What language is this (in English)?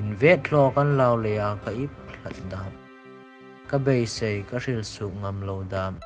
Hmar